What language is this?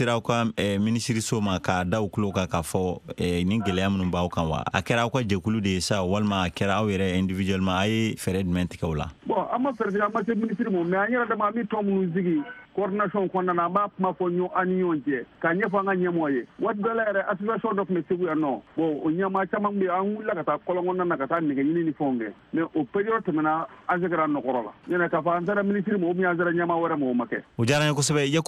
Bambara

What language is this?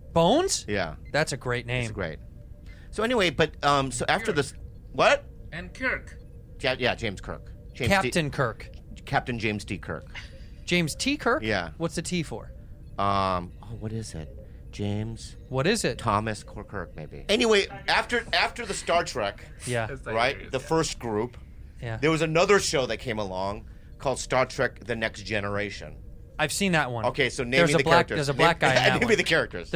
English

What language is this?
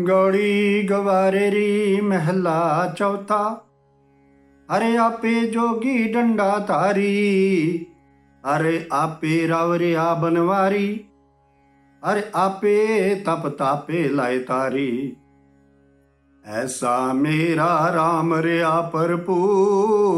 Punjabi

